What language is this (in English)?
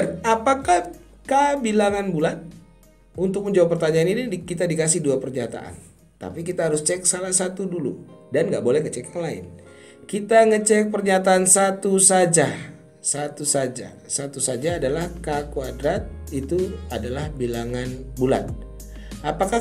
Indonesian